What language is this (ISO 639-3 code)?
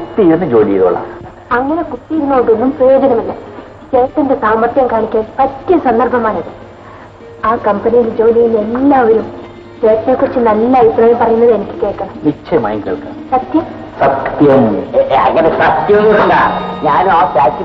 mal